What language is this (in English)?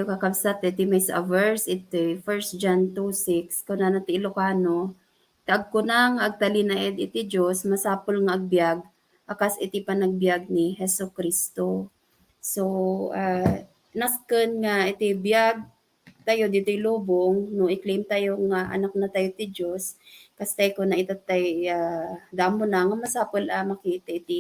Iloko